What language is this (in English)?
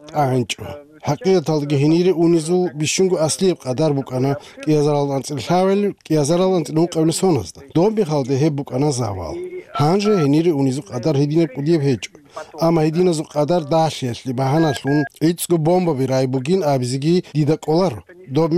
Avaric